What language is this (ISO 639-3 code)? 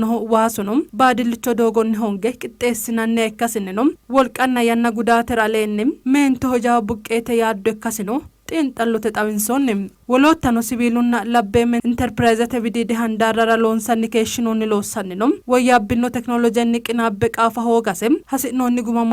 sid